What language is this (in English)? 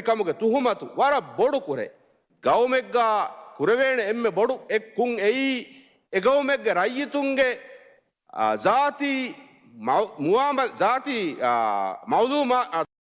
Divehi